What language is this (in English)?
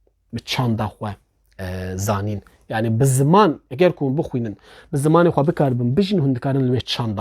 Kurdish